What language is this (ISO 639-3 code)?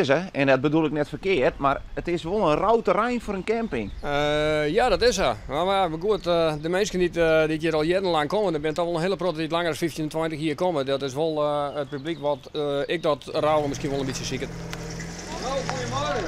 fry